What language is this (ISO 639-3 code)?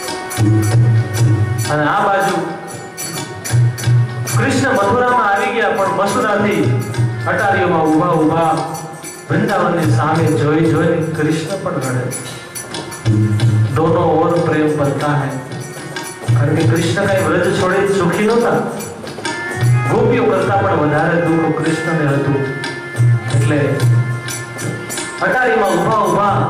guj